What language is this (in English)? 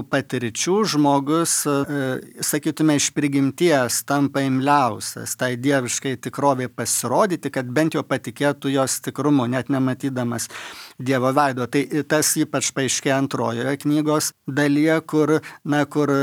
Lithuanian